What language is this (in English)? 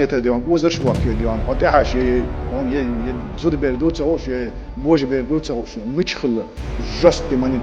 Chechen